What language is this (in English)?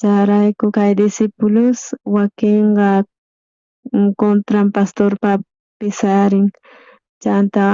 South Bolivian Quechua